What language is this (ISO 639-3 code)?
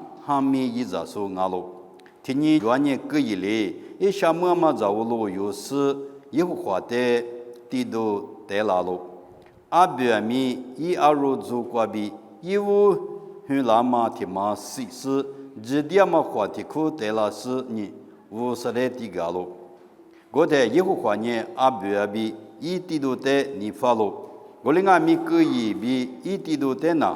lis